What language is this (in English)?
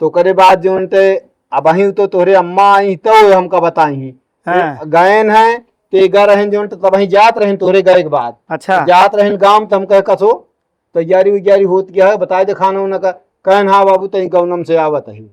Awadhi